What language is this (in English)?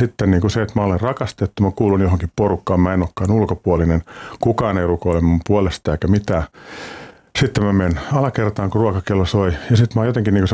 Finnish